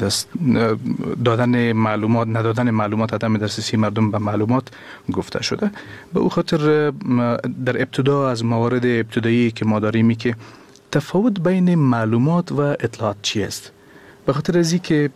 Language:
Persian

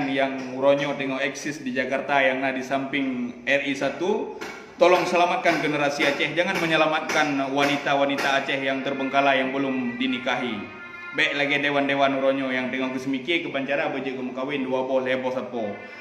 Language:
Achinese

